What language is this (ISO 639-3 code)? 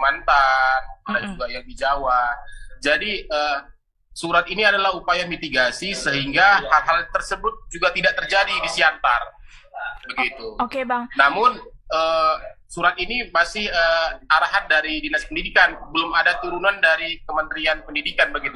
ind